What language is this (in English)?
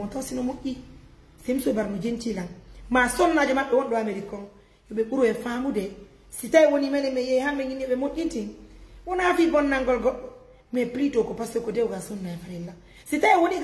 Pular